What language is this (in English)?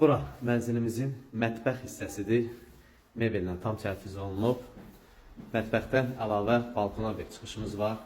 Azerbaijani